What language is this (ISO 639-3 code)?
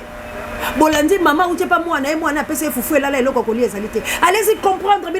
lin